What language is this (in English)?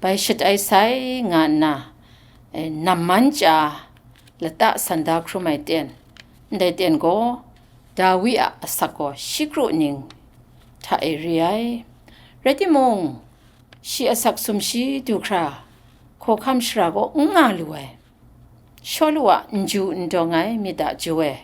Kachin